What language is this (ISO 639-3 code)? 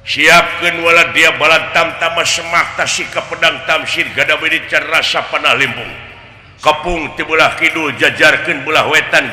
sun